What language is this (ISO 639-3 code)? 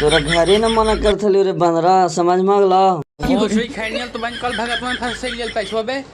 mag